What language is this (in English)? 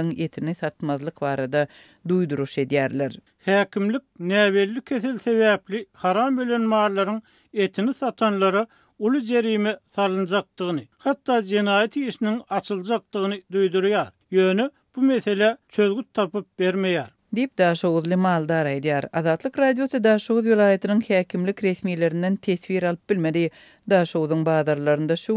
Turkmen